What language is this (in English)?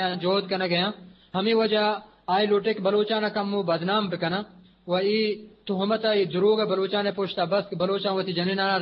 Eastern Balochi